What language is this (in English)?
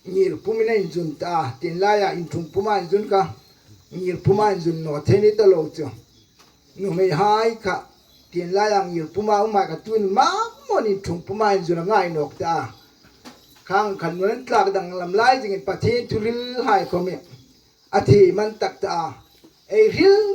Hmar